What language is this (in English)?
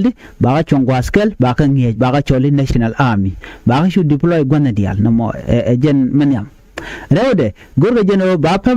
Nuer